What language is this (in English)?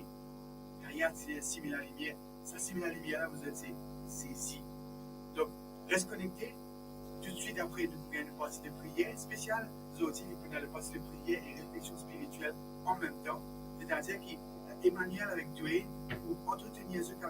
Morisyen